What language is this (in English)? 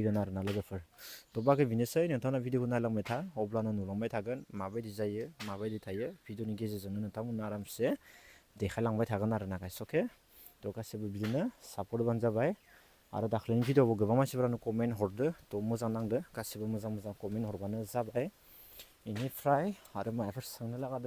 Bodo